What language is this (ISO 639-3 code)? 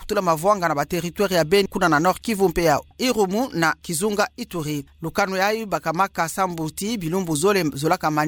ktu